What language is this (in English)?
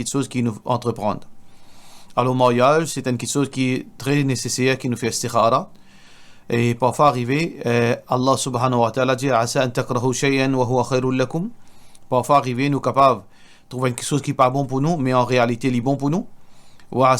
Morisyen